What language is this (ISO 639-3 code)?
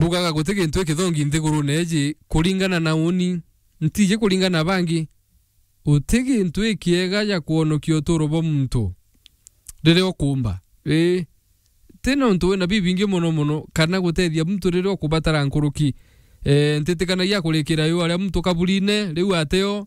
mer